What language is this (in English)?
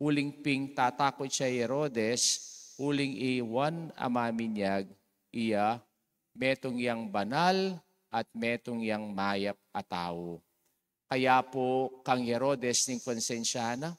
Pampanga